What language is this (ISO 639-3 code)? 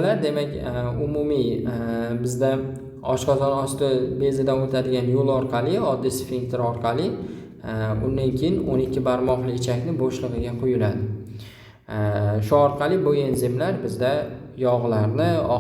uzb